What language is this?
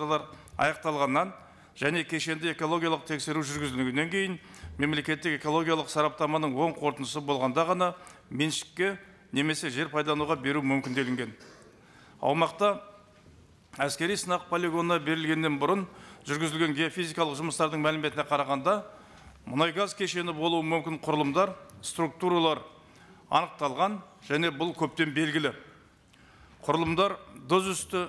Kazakh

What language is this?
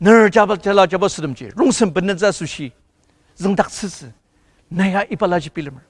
Ao Naga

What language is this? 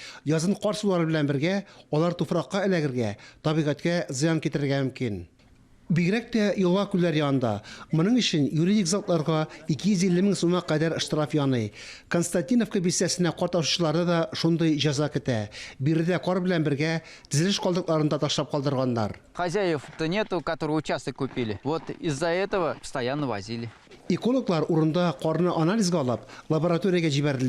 Tatar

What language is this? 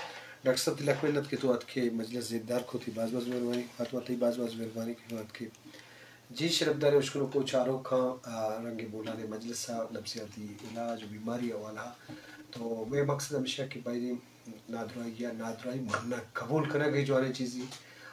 Eastern Balochi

